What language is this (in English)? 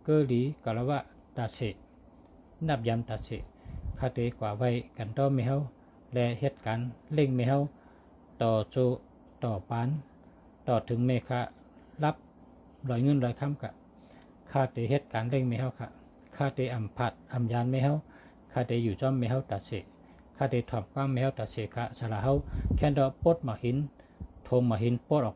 Shan